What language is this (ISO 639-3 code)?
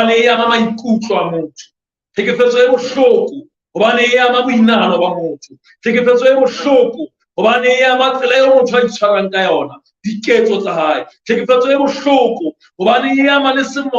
sot